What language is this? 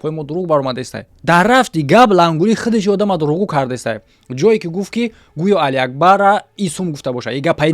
Tajik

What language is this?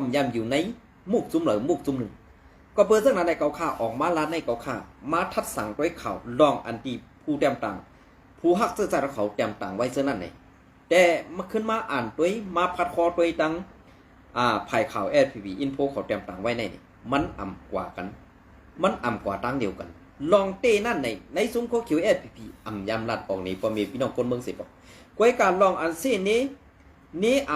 Shan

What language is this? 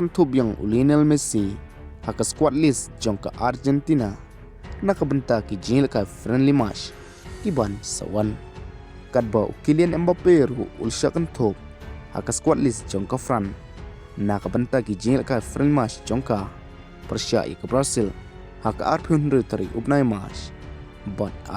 Khasi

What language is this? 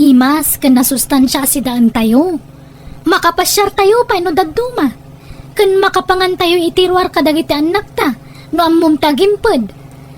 Iloko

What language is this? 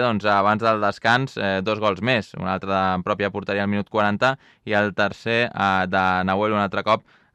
Catalan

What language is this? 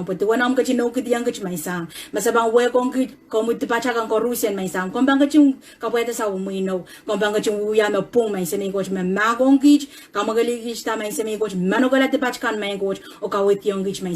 Pohnpeian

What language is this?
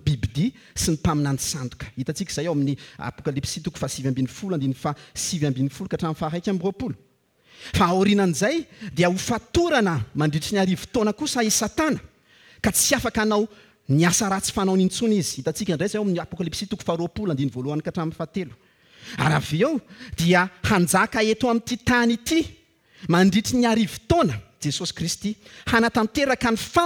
Malagasy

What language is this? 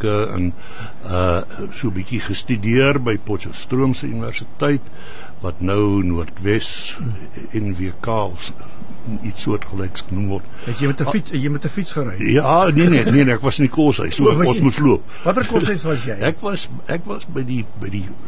Afrikaans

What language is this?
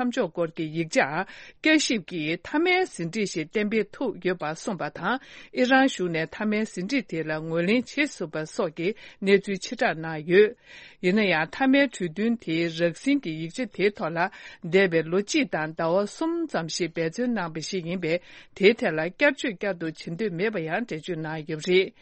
Tibetan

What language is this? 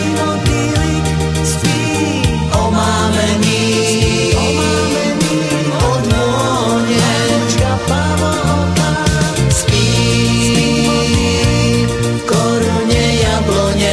Slovak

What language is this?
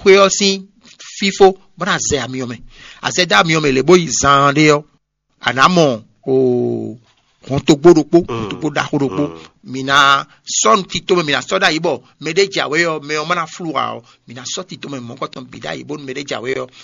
Fon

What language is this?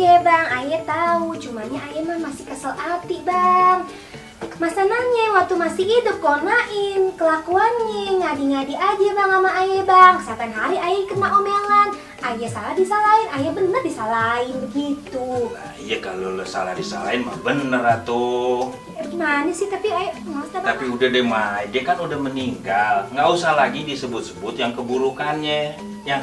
Betawi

